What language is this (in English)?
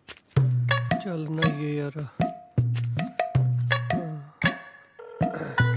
Punjabi